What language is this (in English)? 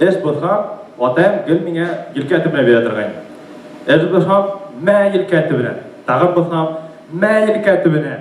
Bashkir